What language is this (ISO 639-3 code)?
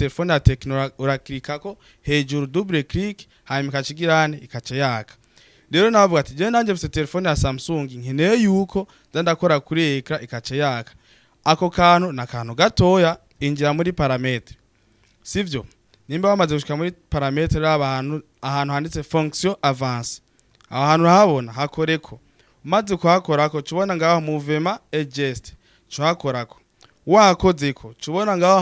run